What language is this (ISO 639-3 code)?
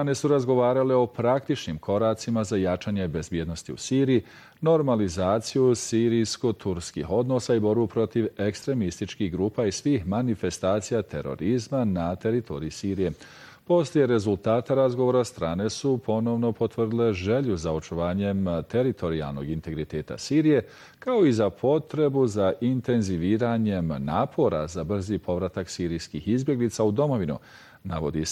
bos